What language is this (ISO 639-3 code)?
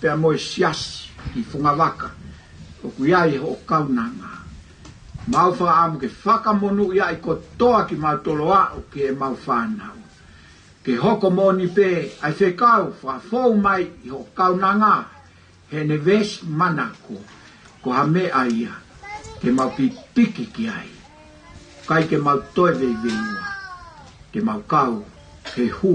ton